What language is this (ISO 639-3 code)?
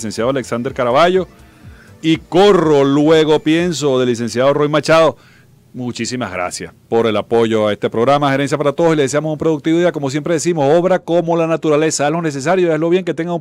spa